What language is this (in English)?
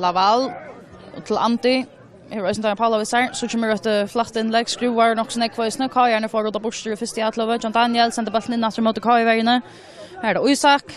Faroese